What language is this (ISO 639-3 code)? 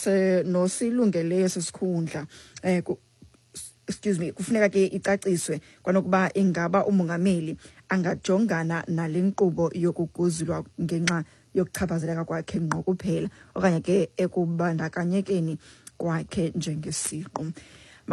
xho